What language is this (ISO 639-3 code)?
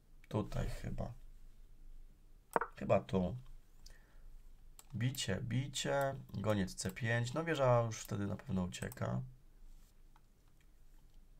pol